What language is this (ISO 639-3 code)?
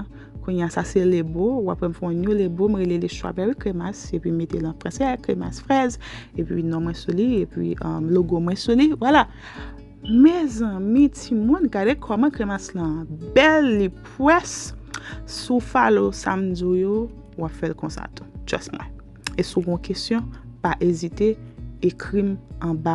hat